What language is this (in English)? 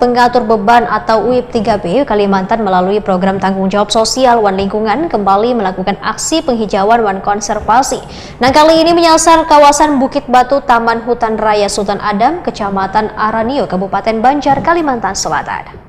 Banjar